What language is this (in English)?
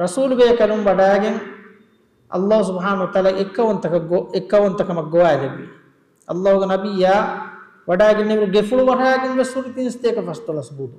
Divehi